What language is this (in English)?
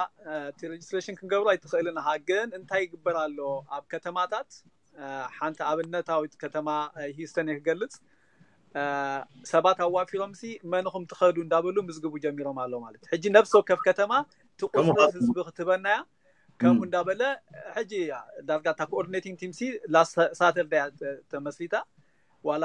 Tigrinya